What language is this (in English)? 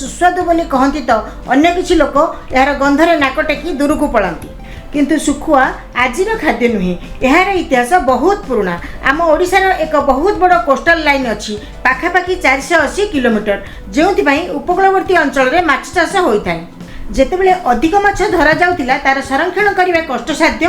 Odia